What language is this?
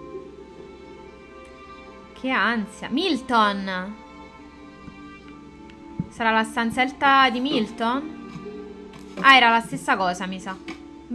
Italian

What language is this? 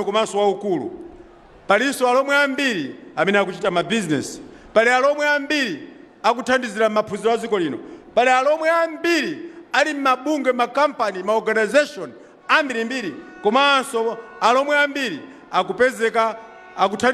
Nyanja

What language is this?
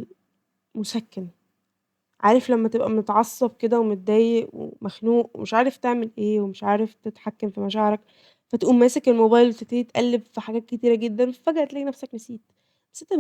Egyptian Arabic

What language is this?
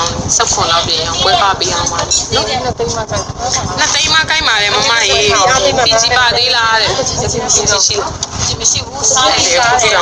Burmese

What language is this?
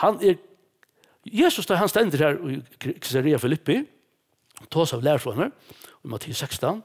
Faroese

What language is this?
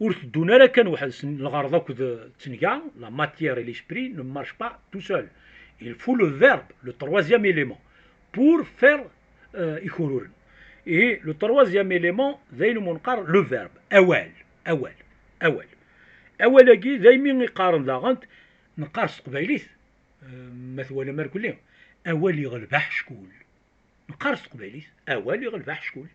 Kabyle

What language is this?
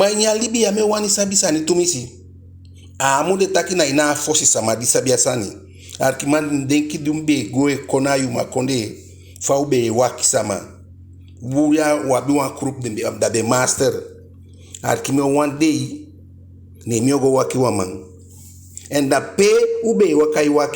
Eastern Maroon Creole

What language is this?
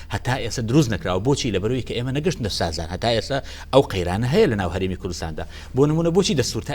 Central Kurdish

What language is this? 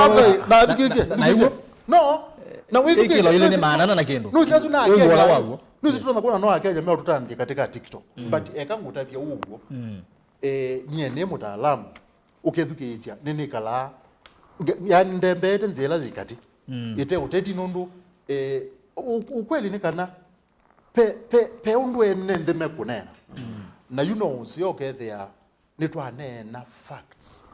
Kamba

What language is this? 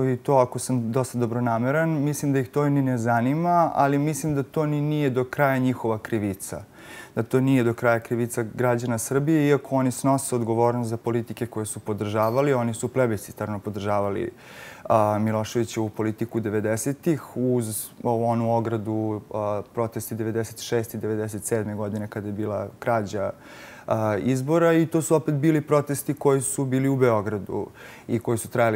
Serbian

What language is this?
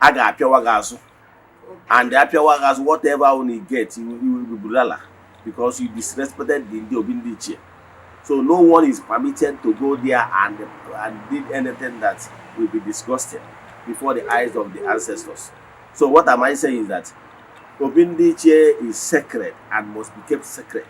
Igbo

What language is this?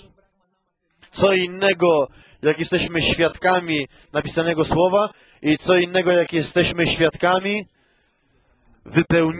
Polish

